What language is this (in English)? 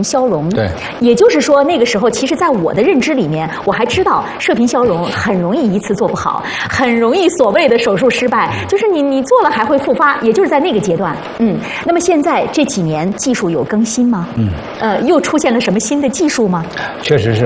Chinese